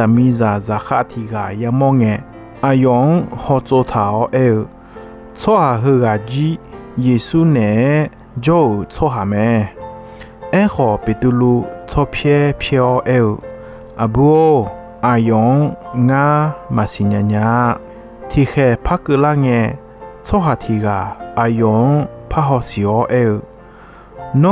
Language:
Akha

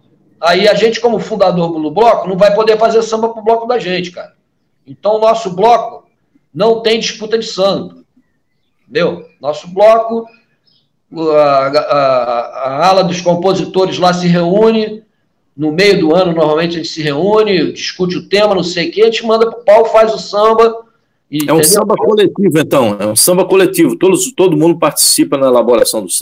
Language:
Portuguese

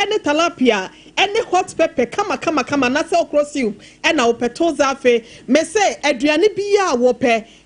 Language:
Akan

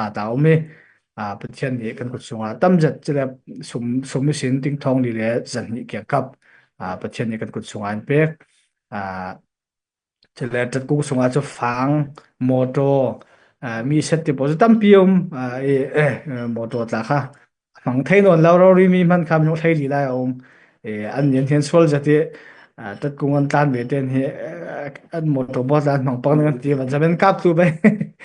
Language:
Falam Chin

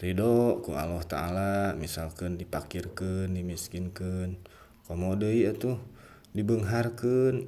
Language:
Sundanese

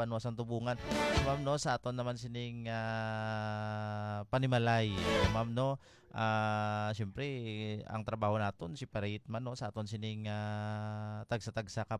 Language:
Hiligaynon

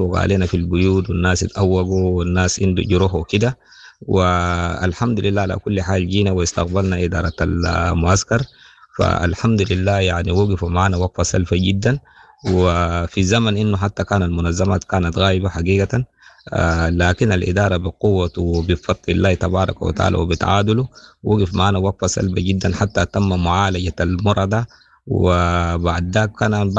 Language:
Sudanese Arabic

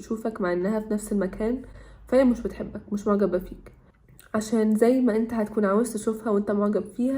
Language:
Egyptian Arabic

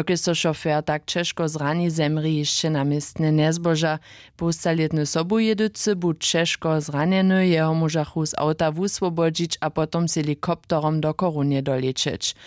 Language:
Upper Sorbian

